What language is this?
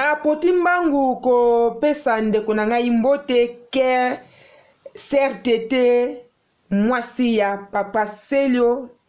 Lingala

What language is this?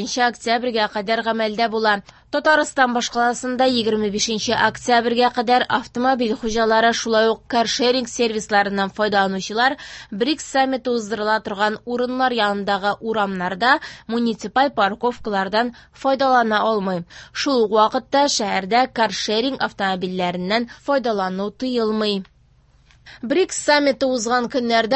Tatar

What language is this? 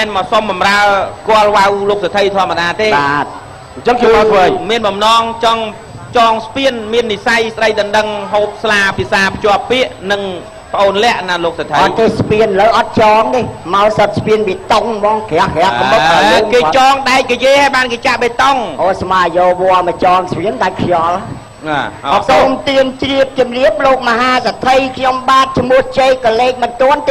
Khmer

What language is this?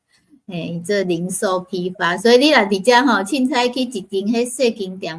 Min Nan Chinese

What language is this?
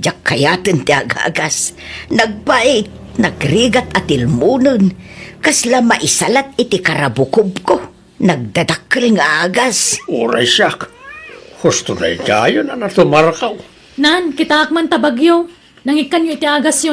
Iloko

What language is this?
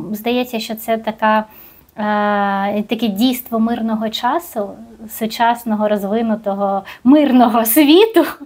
Ukrainian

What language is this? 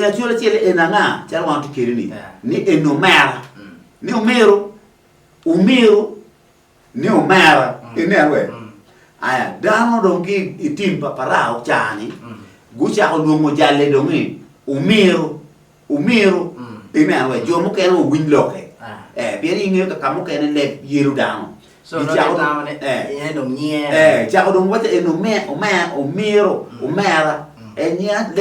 Acoli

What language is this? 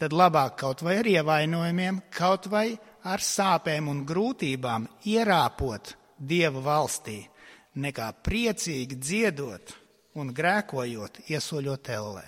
Latvian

